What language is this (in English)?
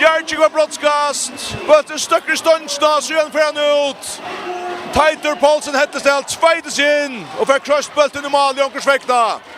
Faroese